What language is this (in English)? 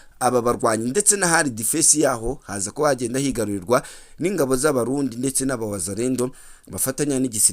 Kinyarwanda